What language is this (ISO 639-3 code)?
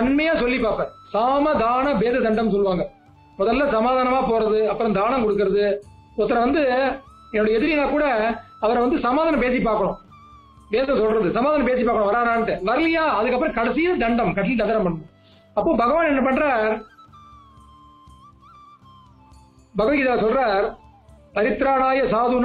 tam